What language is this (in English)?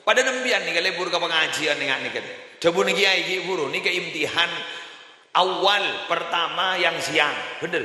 Madurese